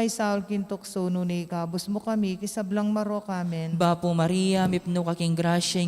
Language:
Pampanga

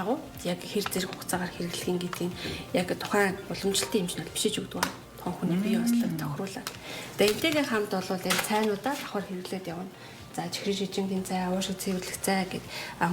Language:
Mongolian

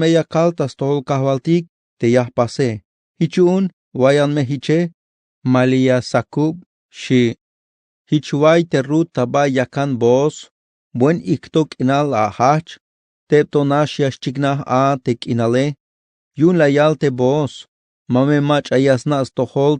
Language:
Tzeltal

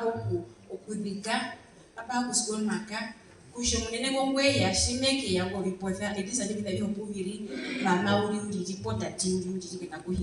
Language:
Herero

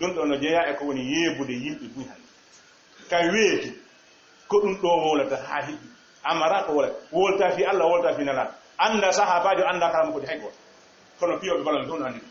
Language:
Fula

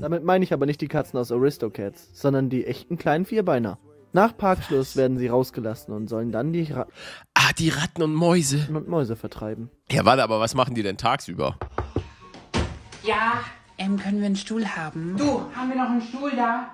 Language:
German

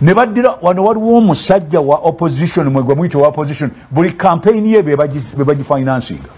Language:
Ganda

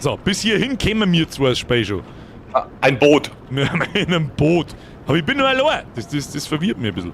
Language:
Bavarian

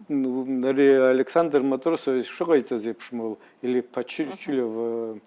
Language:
Abkhazian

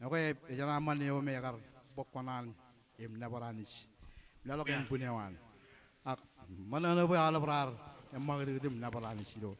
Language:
Marshallese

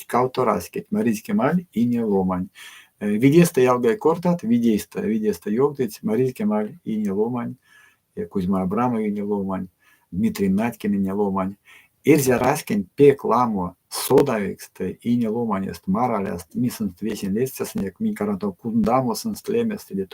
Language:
Erzya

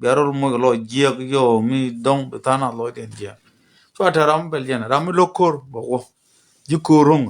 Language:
Nuer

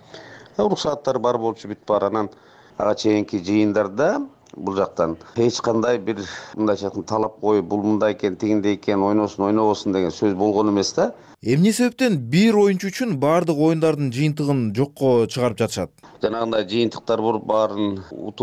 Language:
Kyrgyz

